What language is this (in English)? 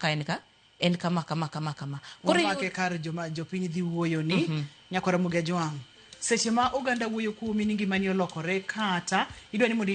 Luo (Kenya and Tanzania)